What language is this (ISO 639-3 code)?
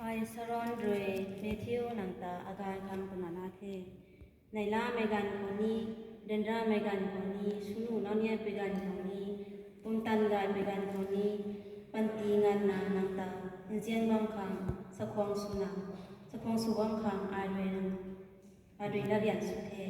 nbu